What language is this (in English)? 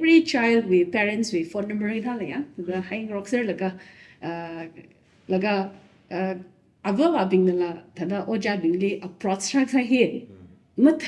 Tangkhul Naga (India)